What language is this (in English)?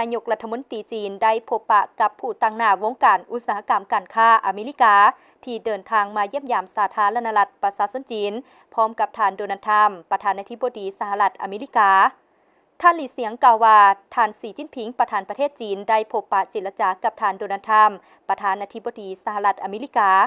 Lao